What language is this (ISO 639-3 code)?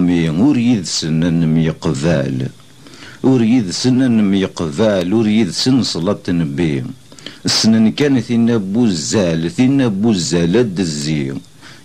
kab